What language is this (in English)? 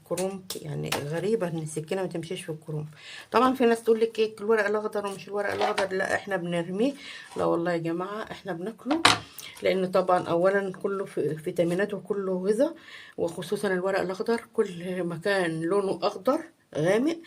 Egyptian Arabic